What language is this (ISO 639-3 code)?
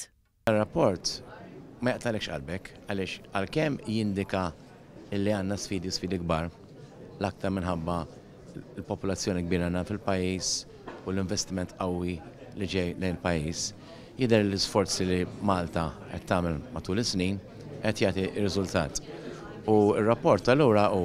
mlt